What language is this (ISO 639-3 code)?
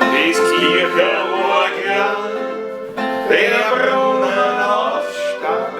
bar